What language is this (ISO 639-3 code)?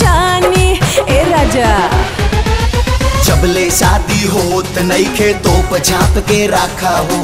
bho